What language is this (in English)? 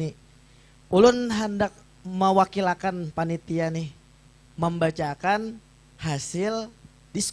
Banjar